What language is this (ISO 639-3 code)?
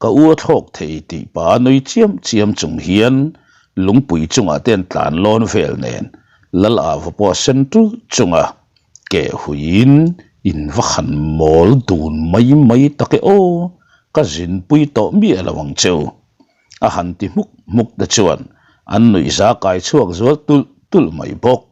lus